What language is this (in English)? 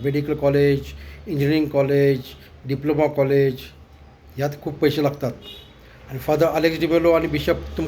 Konkani